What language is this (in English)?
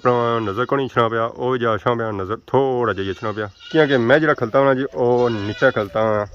Pahari-Potwari